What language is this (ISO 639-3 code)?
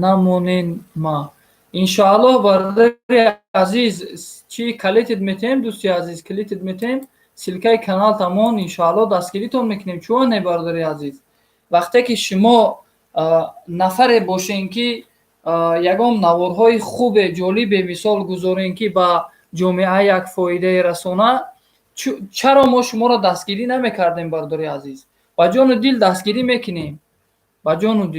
tgk